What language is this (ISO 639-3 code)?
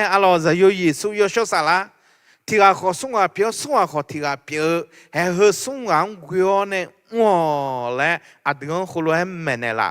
ahk